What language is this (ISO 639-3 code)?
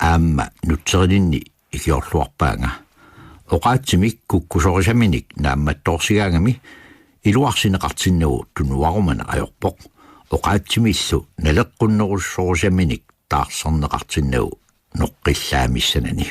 kal